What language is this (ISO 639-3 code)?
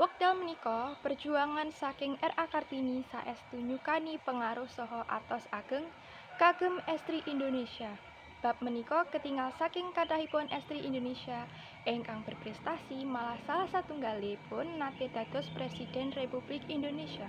jav